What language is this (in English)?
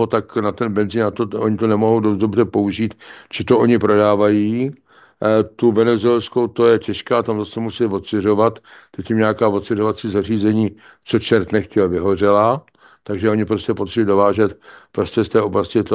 Czech